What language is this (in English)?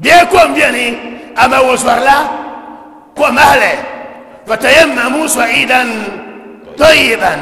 Dagbani